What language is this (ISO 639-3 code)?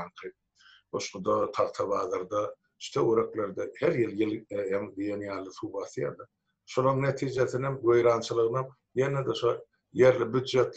tuk